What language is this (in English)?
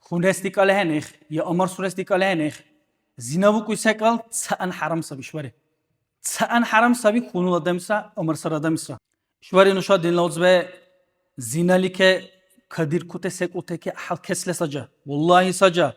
Dargwa